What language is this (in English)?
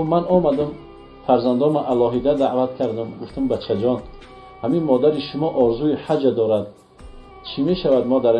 Tajik